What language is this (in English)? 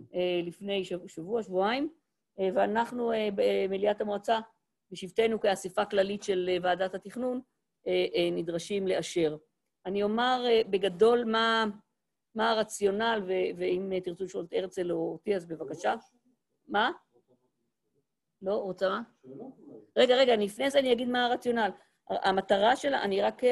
Hebrew